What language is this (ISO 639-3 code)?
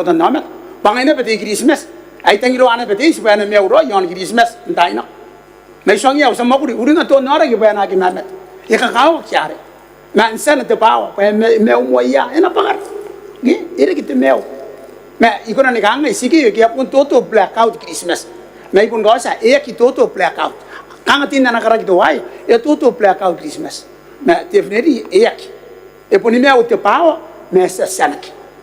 gil